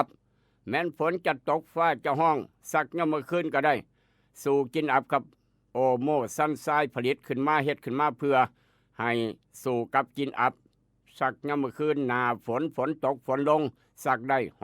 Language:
Northeastern Thai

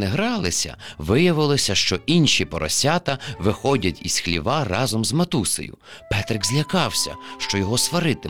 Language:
Ukrainian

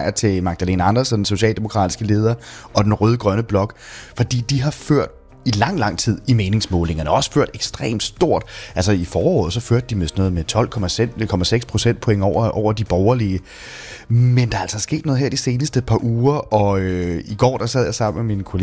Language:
Danish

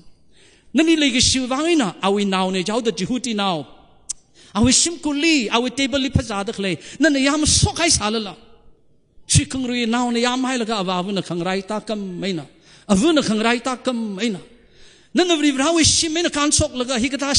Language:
Tangkhul Naga (India)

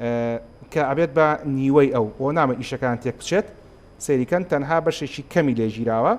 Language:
Central Kurdish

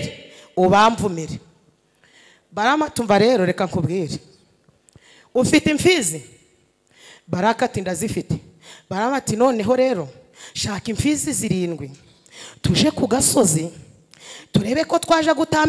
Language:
Kinyarwanda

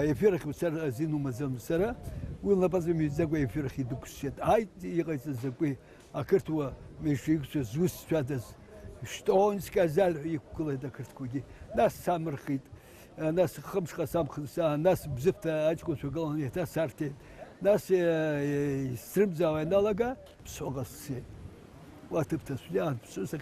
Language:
Abkhazian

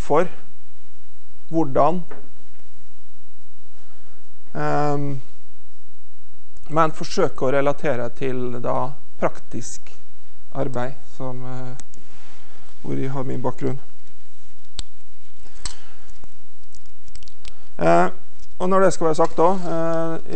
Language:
Norwegian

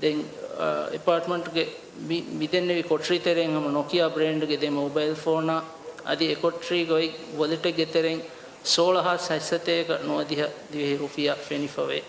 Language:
Divehi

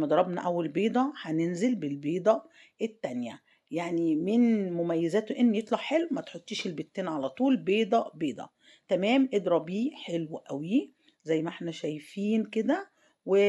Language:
Egyptian Arabic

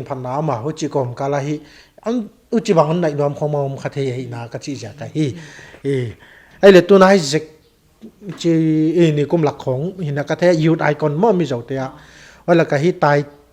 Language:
Paite Chin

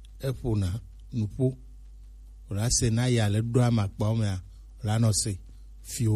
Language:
Gen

